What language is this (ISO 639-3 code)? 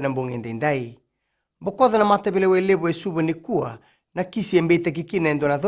fij